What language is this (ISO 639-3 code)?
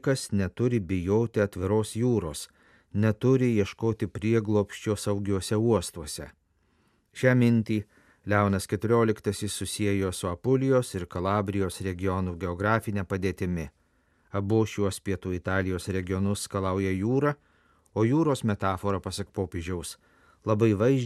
lit